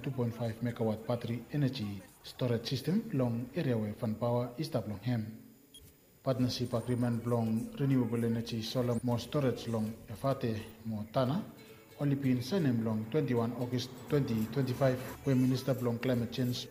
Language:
Bislama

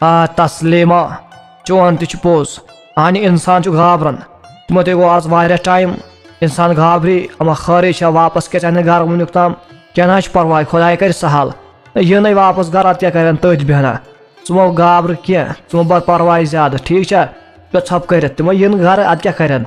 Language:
Kashmiri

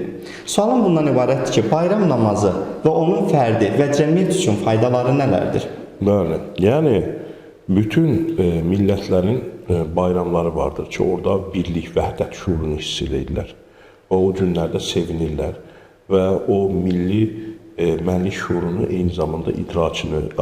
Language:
Azerbaijani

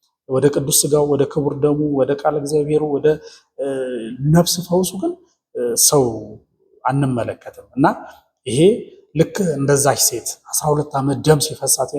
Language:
Amharic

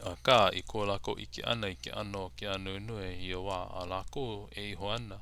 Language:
Hawaiian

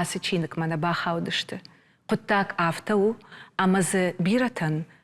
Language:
Ossetic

